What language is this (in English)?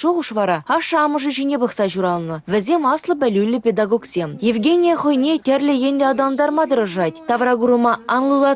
Chuvash